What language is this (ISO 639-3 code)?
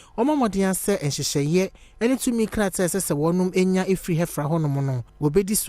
aka